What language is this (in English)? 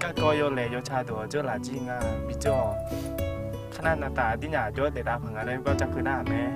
Akha